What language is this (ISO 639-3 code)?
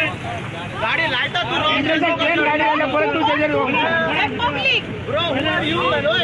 kok